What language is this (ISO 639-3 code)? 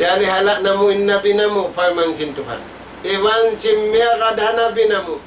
tsg